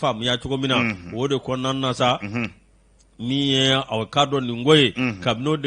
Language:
Bambara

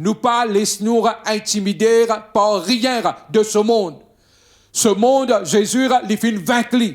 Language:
Morisyen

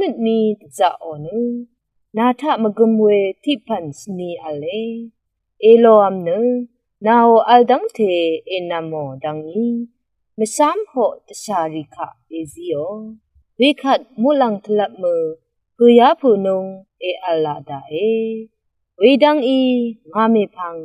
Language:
Rawang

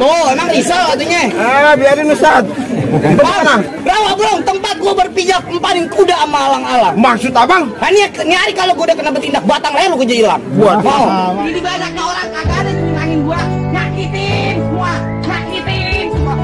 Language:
Betawi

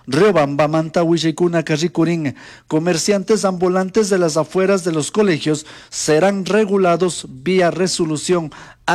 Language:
Chimborazo Highland Quichua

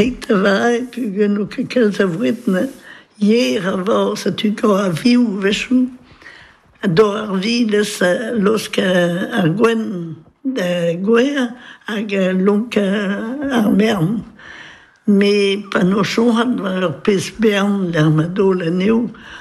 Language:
Breton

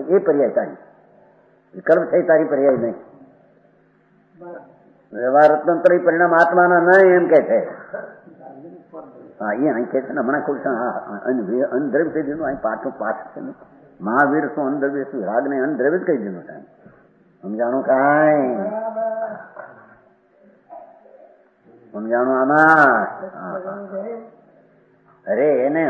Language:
Gujarati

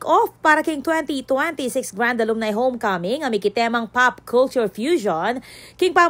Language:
Pampanga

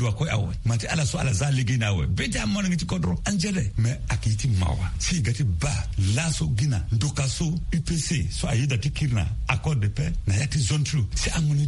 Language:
Sango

